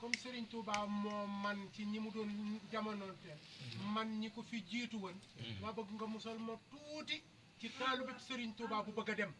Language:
Wolof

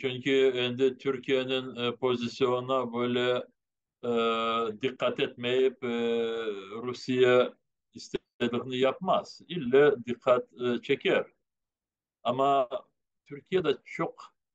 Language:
Crimean Tatar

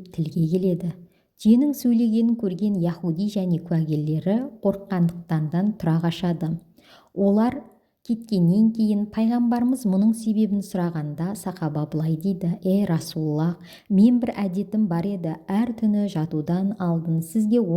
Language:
Kazakh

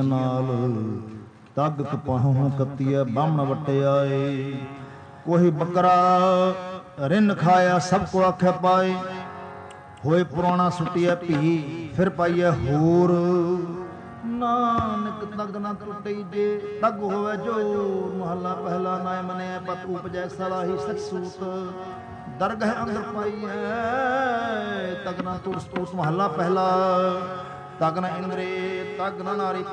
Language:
Punjabi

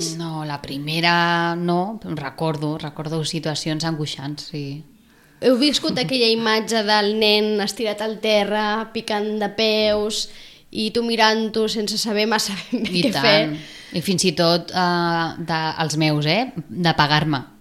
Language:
Catalan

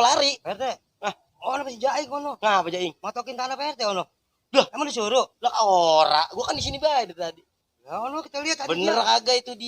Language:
Betawi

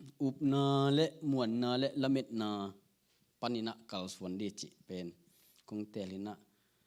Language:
Tedim Chin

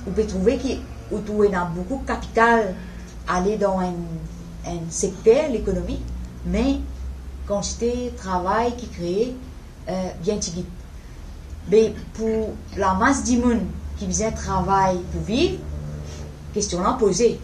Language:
Morisyen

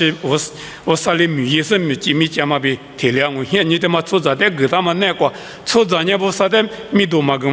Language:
Lisu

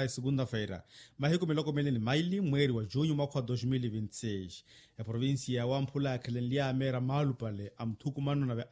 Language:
Makhuwa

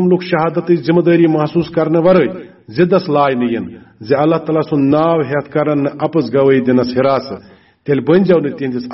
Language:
Kashmiri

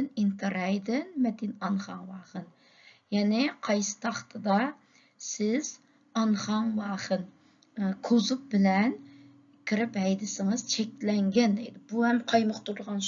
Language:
Uyghur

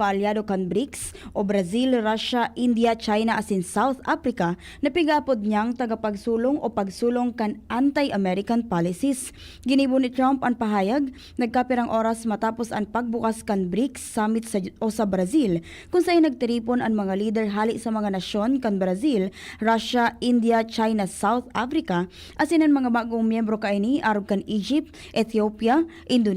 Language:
Bikol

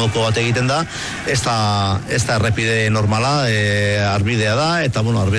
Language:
Basque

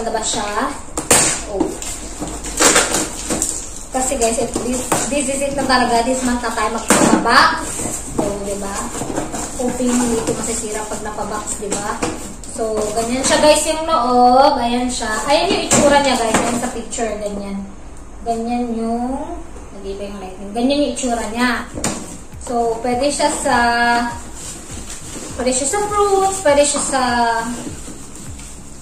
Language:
Filipino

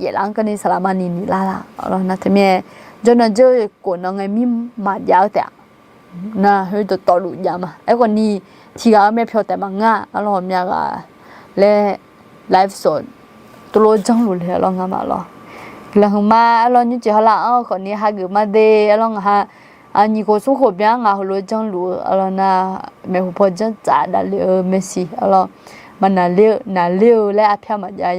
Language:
Akha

